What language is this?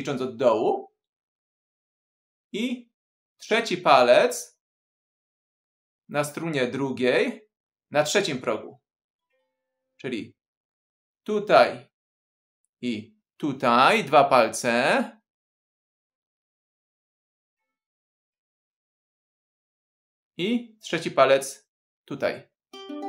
Polish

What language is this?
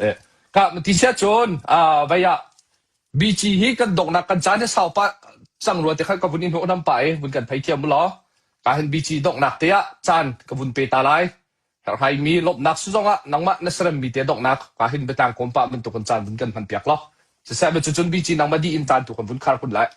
Hakha Chin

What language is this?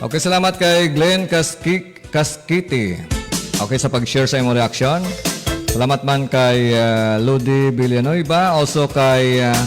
Hiligaynon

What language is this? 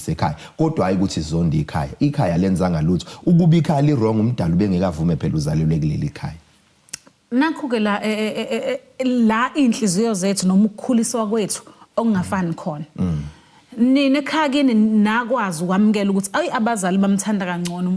Zulu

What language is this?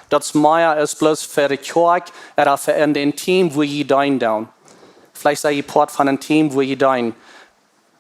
Plautdietsch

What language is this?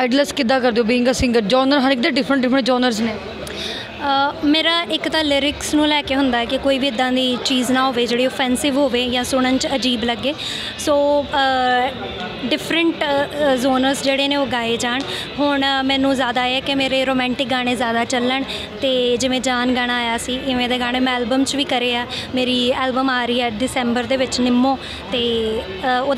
Punjabi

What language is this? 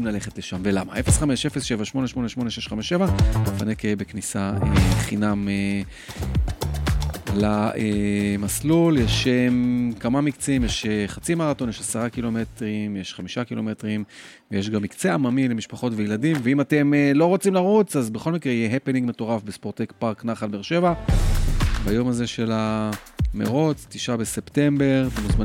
Hebrew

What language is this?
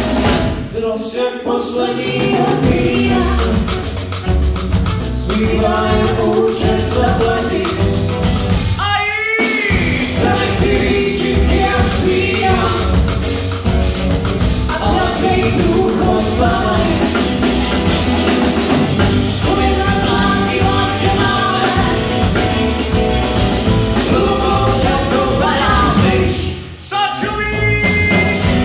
Czech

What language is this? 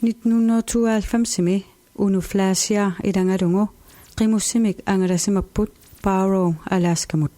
Kalaallisut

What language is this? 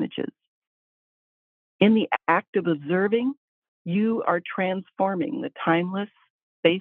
English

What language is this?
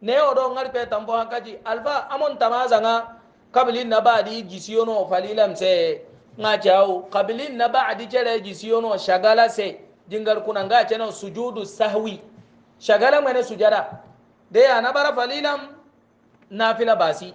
Hausa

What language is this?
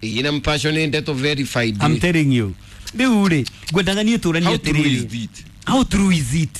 Kikuyu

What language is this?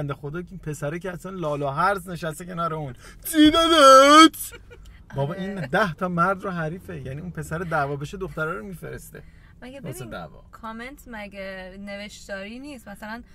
Persian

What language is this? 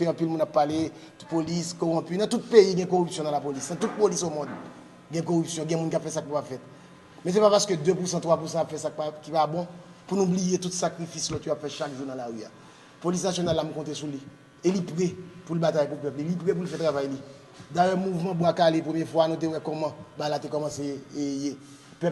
Haitian Creole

